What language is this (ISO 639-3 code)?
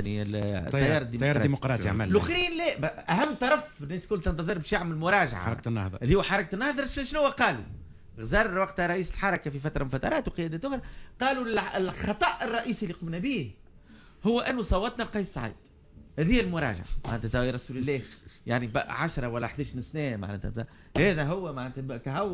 aeb